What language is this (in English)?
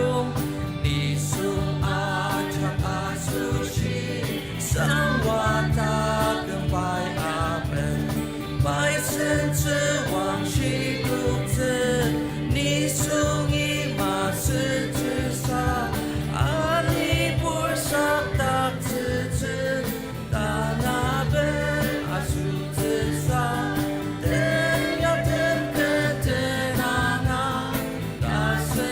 Ao Naga